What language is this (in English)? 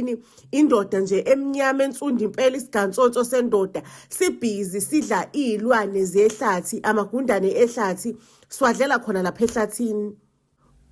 Zulu